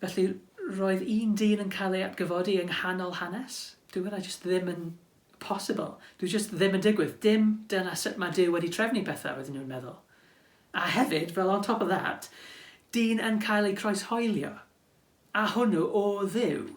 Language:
Welsh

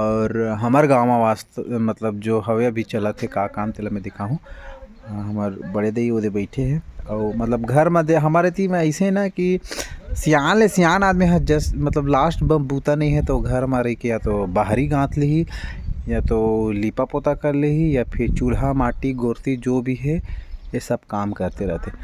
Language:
Chhattisgarhi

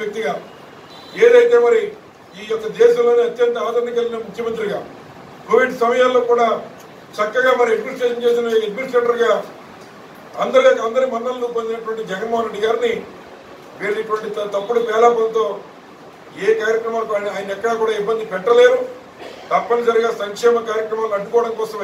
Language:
Telugu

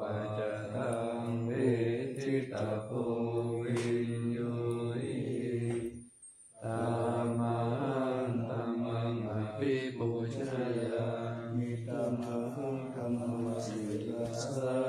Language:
Pali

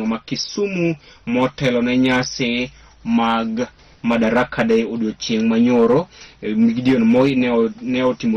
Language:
Luo (Kenya and Tanzania)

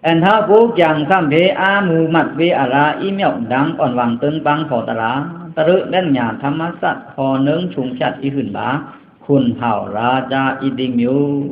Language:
Pa'o Karen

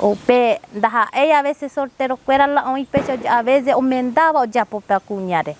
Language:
Guarani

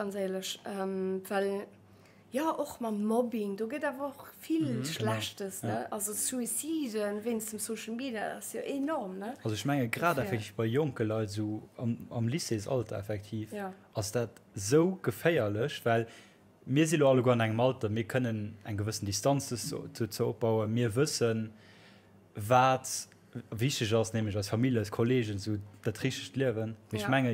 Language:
Luxembourgish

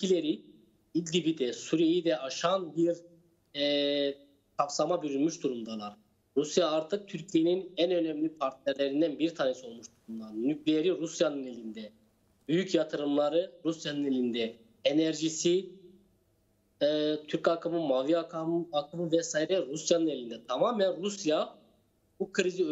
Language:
Turkish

